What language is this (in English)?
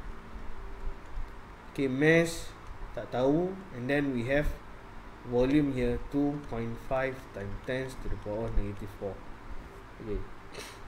Malay